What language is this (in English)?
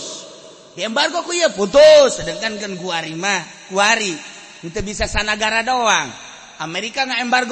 Sundanese